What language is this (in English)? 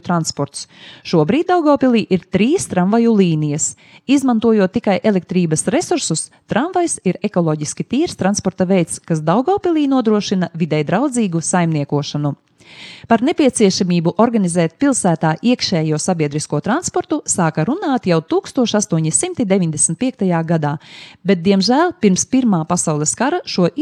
Latvian